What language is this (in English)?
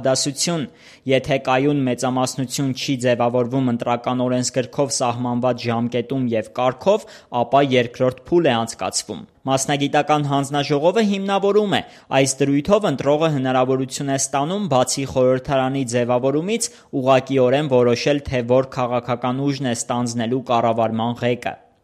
Armenian